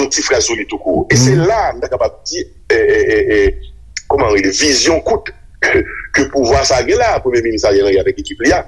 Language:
Haitian Creole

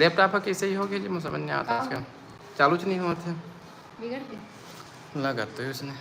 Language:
Chhattisgarhi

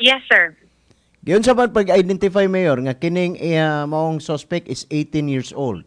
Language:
Cebuano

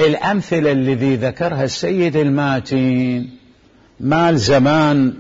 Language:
Mesopotamian Arabic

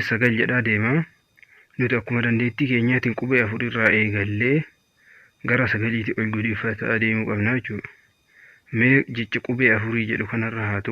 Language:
Oromo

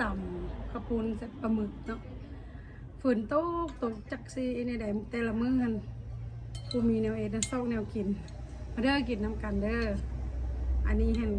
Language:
Lao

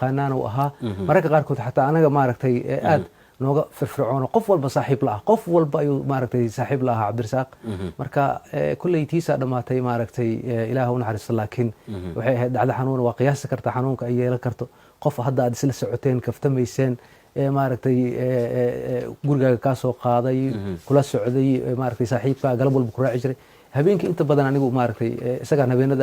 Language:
Somali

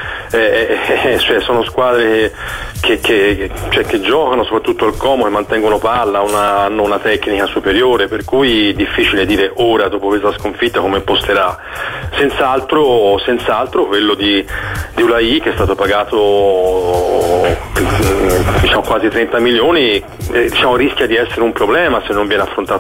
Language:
Italian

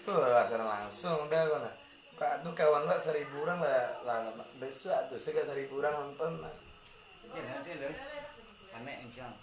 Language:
Minangkabau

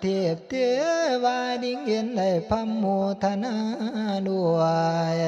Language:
Northeastern Thai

